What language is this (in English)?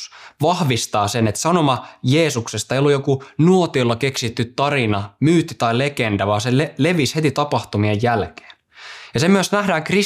Finnish